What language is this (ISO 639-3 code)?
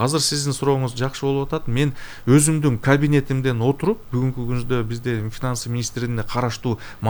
kir